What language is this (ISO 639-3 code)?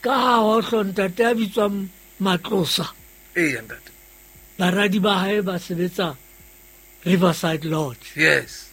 sot